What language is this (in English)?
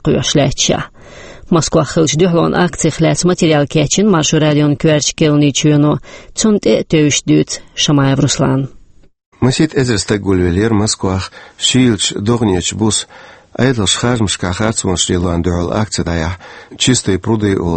Chechen